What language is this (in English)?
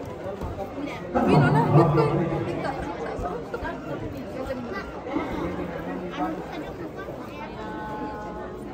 Indonesian